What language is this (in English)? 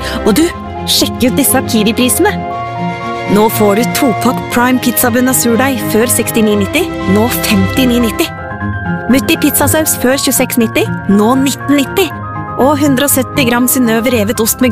Norwegian